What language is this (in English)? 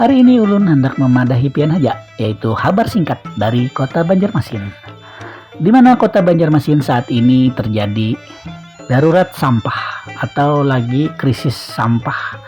Banjar